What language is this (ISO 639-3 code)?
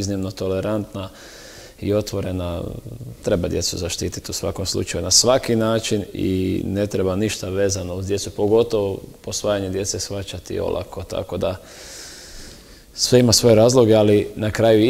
hrv